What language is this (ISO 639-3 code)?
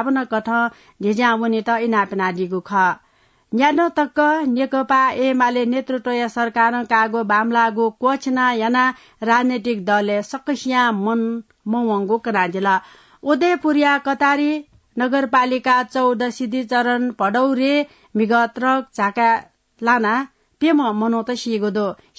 new